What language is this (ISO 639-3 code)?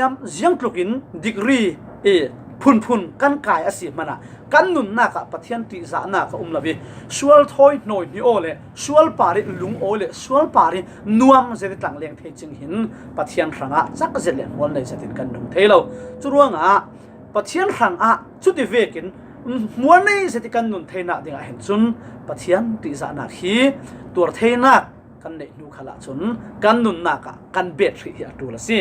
cfm